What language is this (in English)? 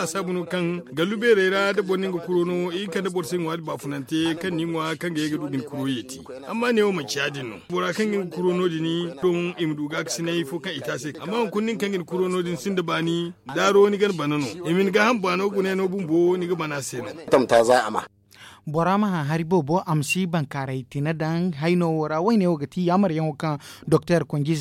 Zarma